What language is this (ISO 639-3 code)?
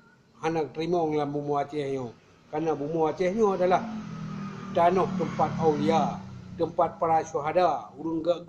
ace